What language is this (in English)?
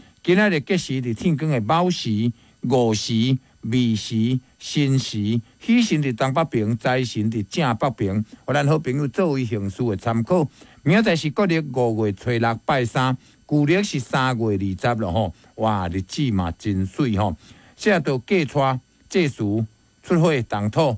Min Nan Chinese